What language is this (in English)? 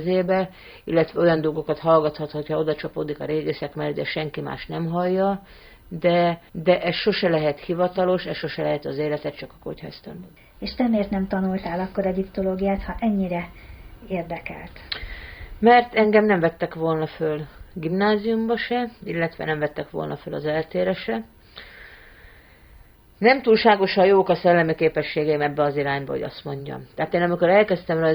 Hungarian